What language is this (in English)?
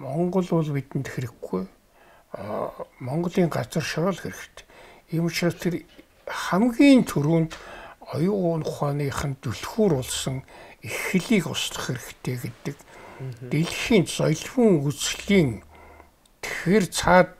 Mongolian